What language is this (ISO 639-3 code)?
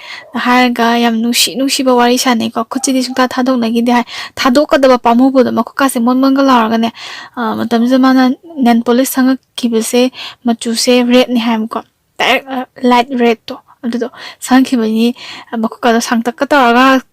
mni